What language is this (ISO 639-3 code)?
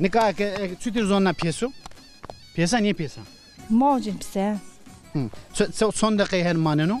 zza